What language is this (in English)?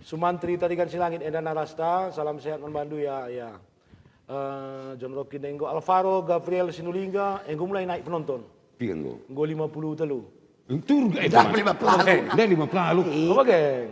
Batak Karo